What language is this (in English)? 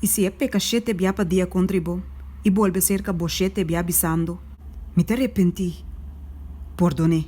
Papiamento